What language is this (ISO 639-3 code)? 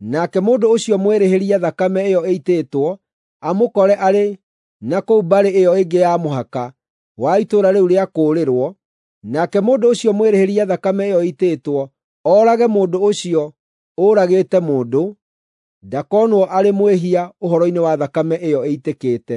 kik